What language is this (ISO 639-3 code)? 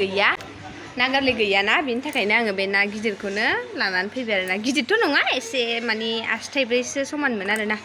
brx